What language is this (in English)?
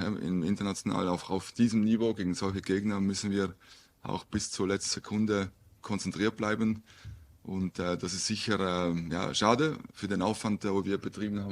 Swiss German